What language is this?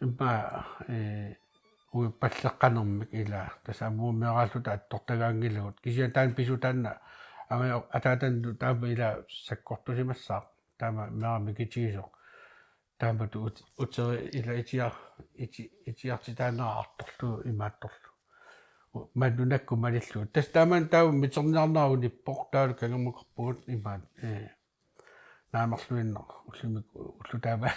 Kalaallisut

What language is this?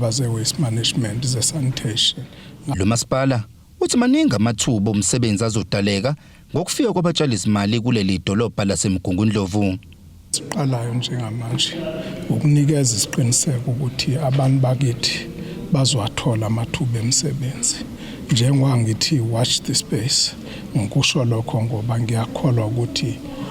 Zulu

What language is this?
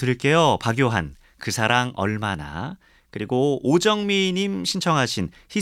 Korean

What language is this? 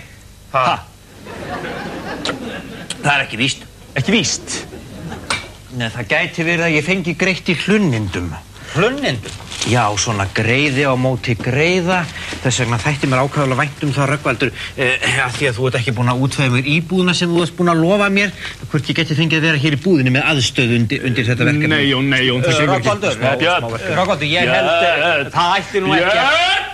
Icelandic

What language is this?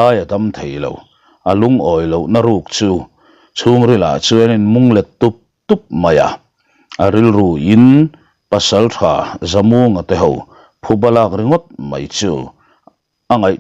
Mizo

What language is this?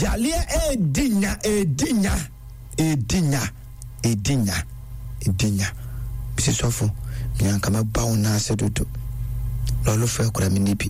Akan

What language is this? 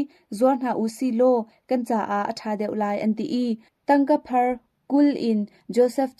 Hakha Chin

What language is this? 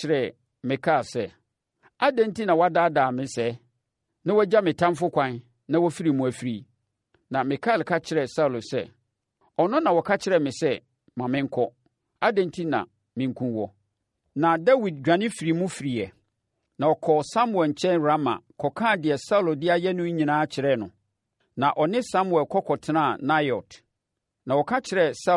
Akan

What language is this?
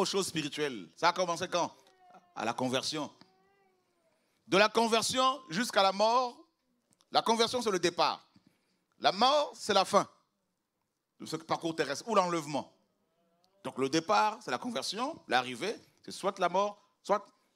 French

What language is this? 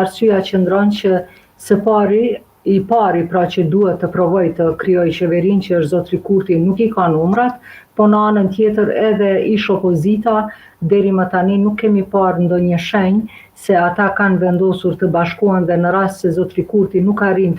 Albanian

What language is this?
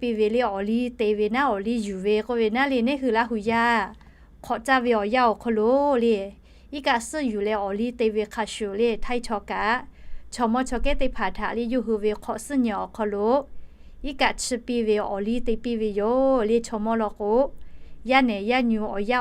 Lahu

